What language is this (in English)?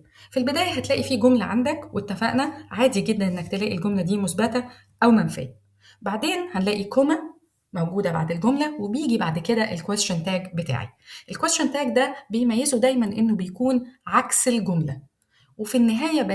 Egyptian Arabic